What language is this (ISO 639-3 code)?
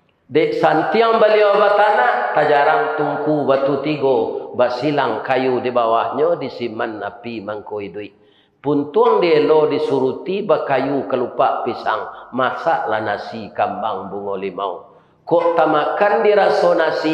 min